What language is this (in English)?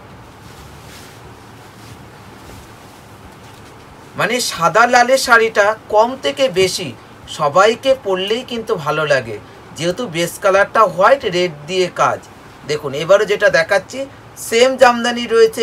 Bangla